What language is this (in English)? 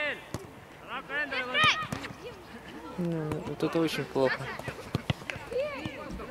Estonian